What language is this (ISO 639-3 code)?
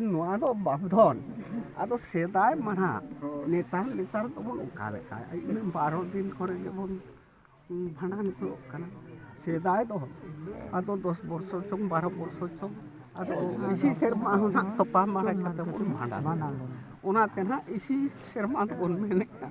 sat